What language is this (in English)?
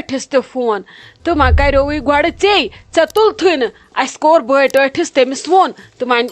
Kashmiri